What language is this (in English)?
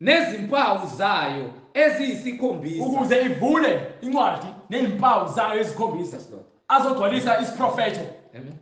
Zulu